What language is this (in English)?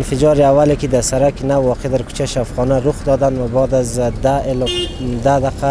Persian